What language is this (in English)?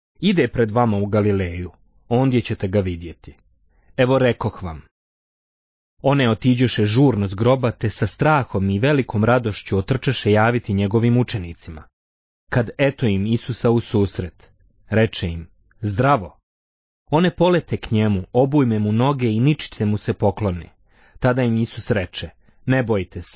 Bosnian